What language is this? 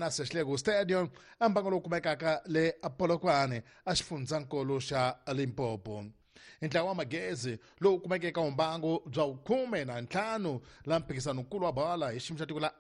Tsonga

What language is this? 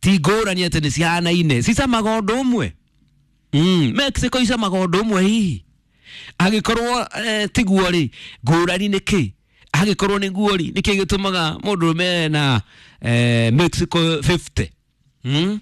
Kikuyu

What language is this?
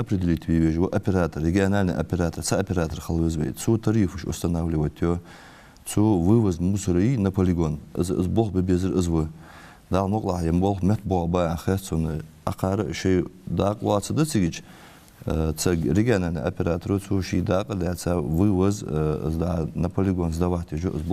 Ingush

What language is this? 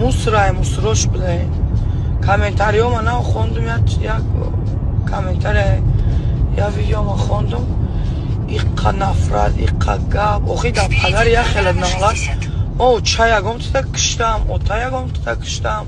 Tajik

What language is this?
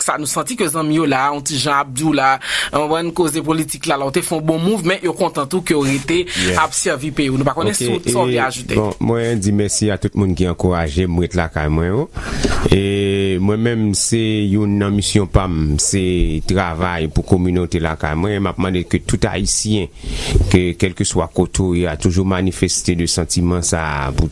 Haitian Creole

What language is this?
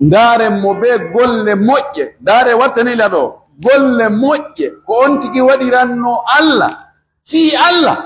Pular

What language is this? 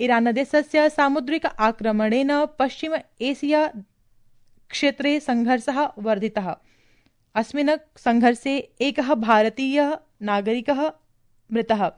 Sanskrit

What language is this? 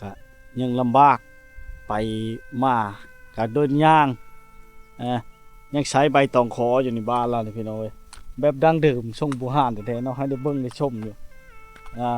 Lao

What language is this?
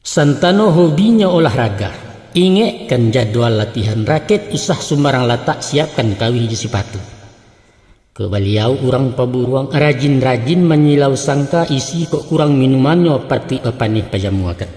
Minangkabau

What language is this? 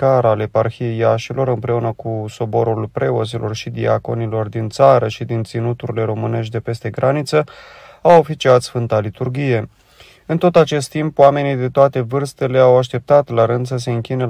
Romanian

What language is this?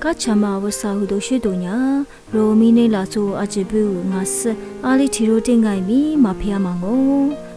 Lisu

